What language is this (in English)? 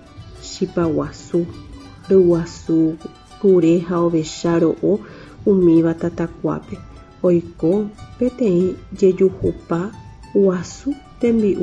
Guarani